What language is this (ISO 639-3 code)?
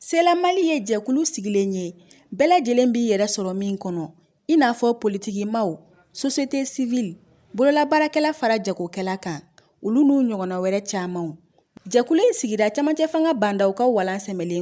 bam